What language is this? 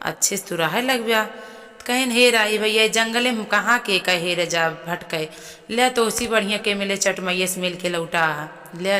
Awadhi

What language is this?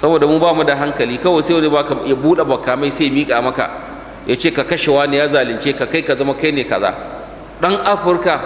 Hausa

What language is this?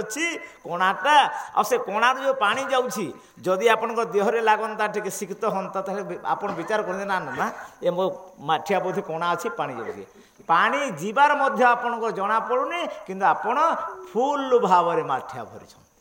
Odia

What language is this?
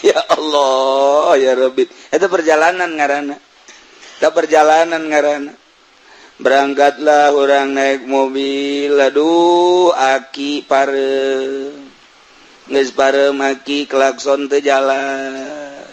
Sundanese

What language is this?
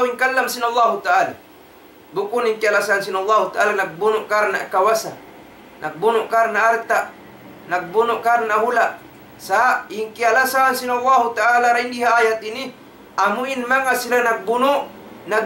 Tausug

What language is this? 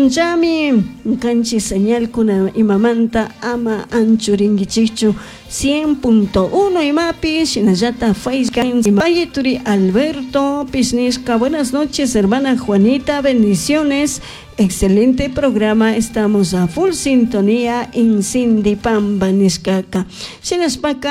Chimborazo Highland Quichua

